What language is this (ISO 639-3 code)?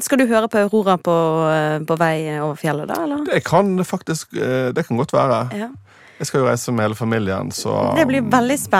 nor